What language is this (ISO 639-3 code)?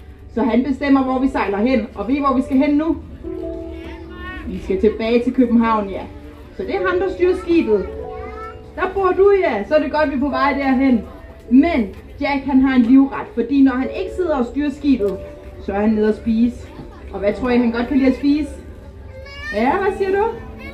dan